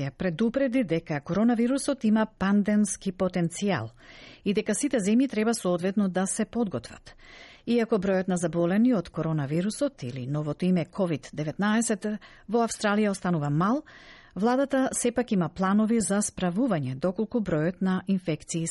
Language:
Macedonian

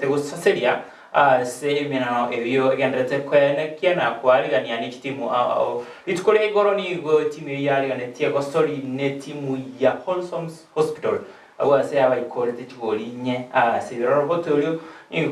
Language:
Gusii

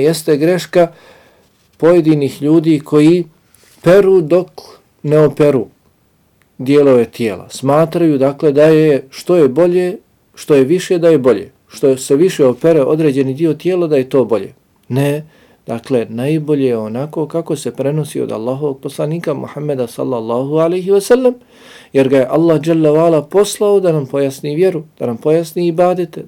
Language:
Bosnian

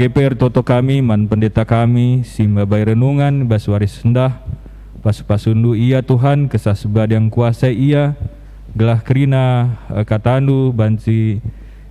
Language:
Batak Karo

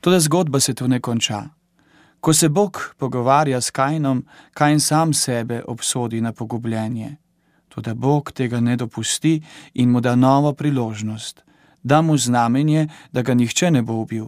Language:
Slovenian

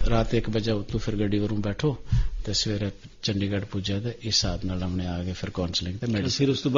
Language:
Gujari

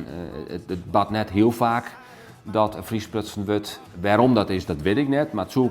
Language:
Western Frisian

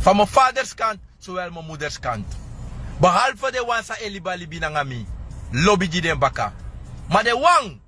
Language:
Sranan Tongo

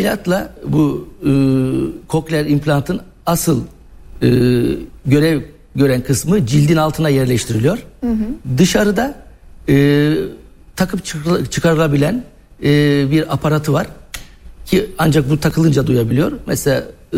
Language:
Turkish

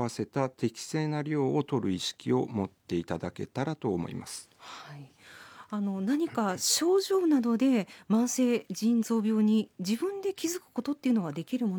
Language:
Japanese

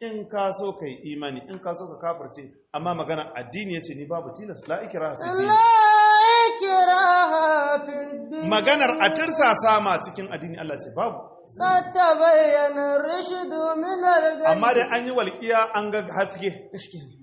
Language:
Hausa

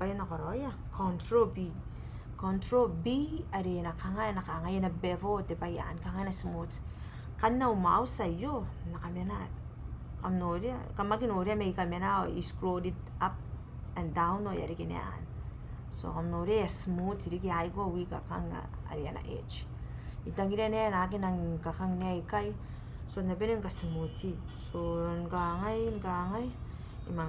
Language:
Gilbertese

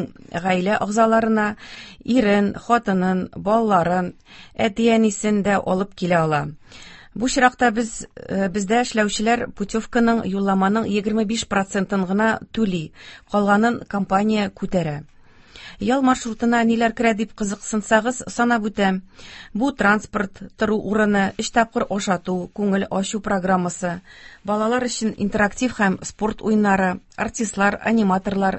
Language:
Tatar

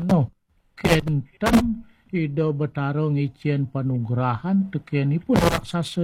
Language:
Balinese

